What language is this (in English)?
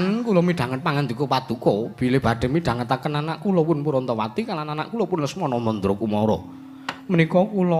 Javanese